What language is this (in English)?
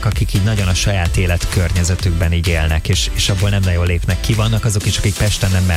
Hungarian